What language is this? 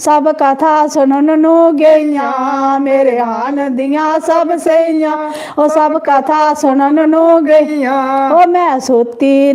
Dogri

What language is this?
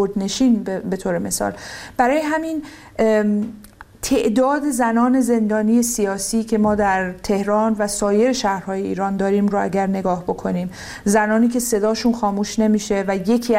Persian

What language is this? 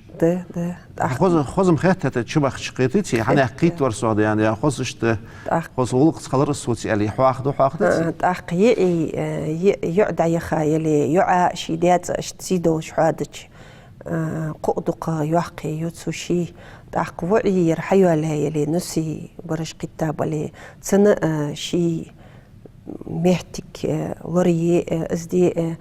Ingush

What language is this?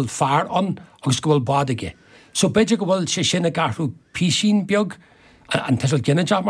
Irish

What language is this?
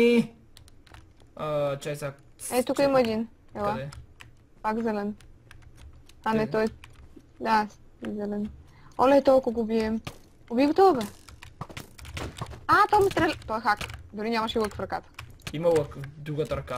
Bulgarian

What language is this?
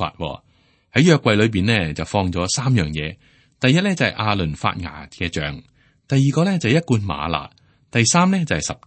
Cantonese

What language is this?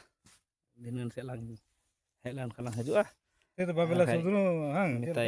Santali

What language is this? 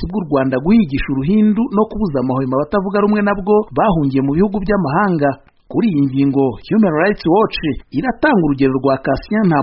Kinyarwanda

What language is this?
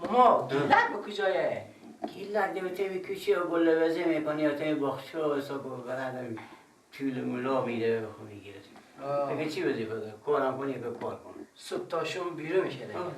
Persian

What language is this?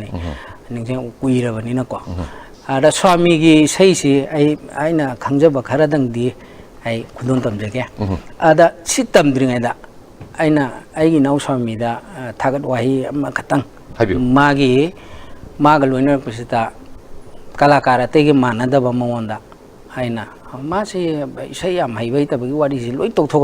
Manipuri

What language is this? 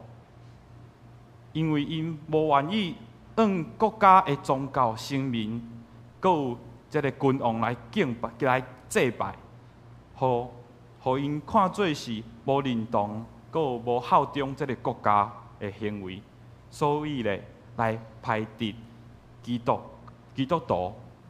Min Nan Chinese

